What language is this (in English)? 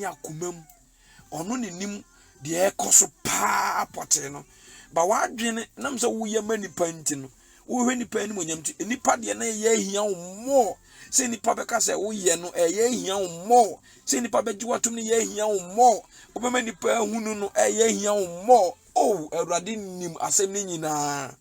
Akan